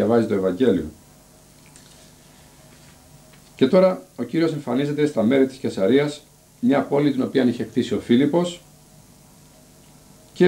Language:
Greek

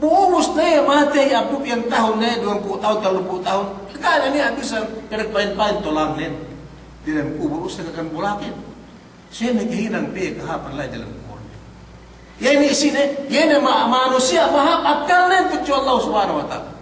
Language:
Yakan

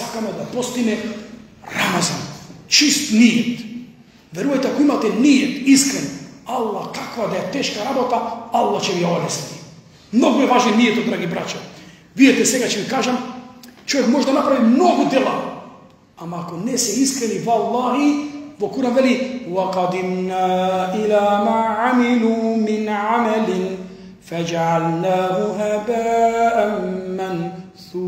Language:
Macedonian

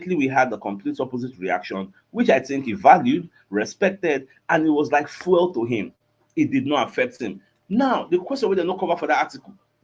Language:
Nigerian Pidgin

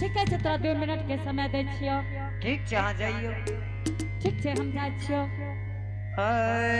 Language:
Angika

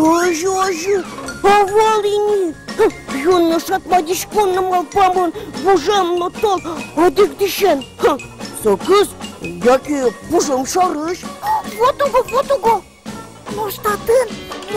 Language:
Udmurt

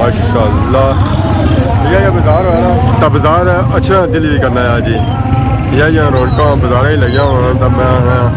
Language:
Pahari-Potwari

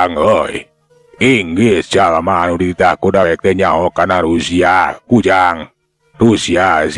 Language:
Sundanese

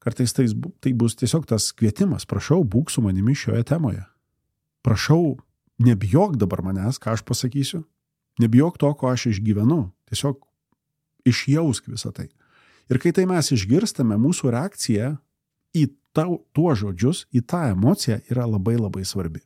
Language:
Lithuanian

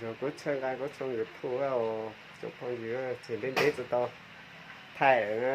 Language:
Hmong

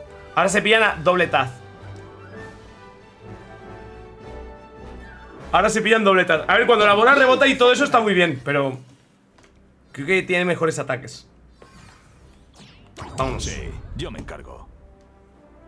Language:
Spanish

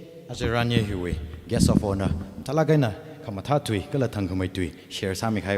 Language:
Tangkhul Naga (India)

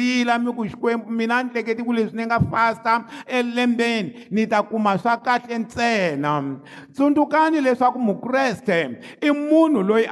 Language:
Tsonga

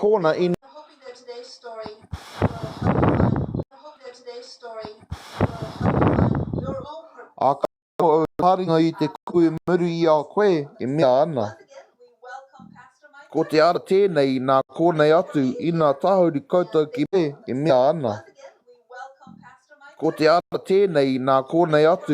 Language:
Māori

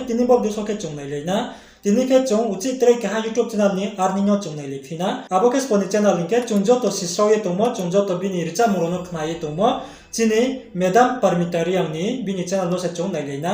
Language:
Riang (India)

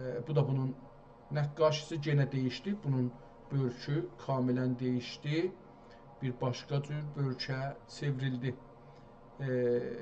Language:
South Azerbaijani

